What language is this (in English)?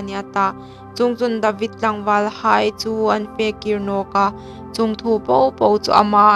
Hmar